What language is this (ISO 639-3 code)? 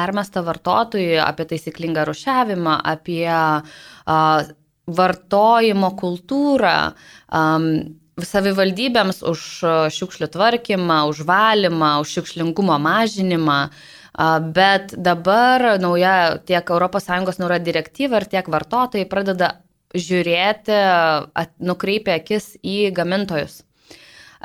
lit